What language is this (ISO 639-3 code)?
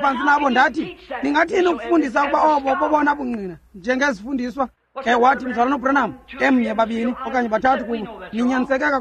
xho